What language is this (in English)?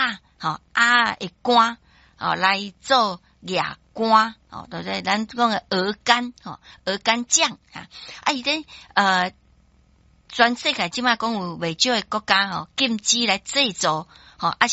Min Nan Chinese